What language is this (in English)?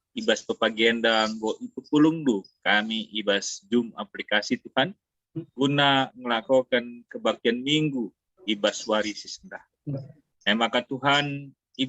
Batak Karo